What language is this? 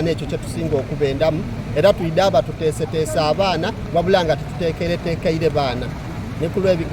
Soga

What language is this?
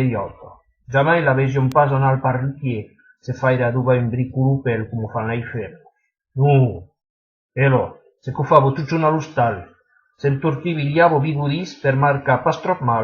Occitan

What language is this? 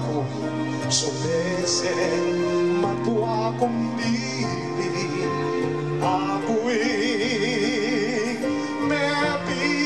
Pampanga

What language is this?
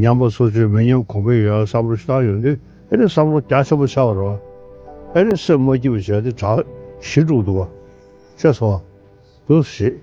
Tibetan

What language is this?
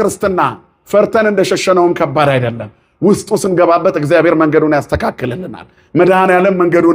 Amharic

